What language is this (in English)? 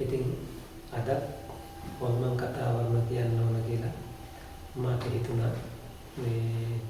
Sinhala